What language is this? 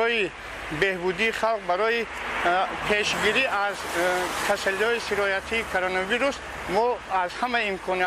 Tajik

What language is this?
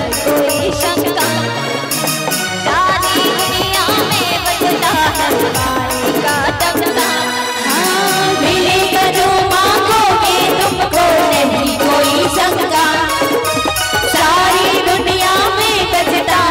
Chhattisgarhi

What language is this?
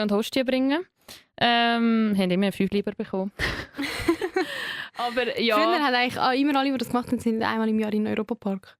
Swiss German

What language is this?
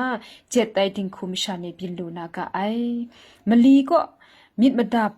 Kachin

